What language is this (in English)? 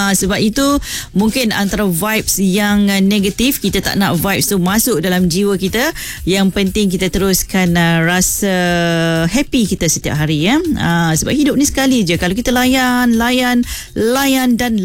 Malay